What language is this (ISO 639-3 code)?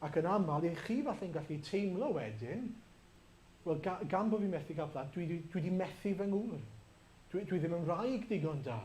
cym